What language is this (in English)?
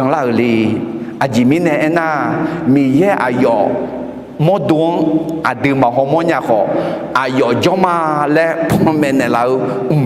Akha